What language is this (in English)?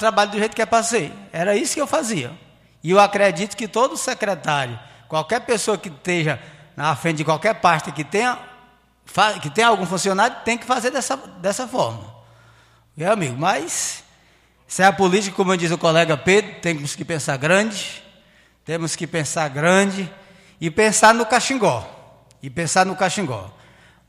Portuguese